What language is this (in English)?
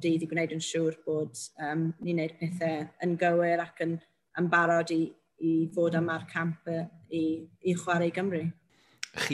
Welsh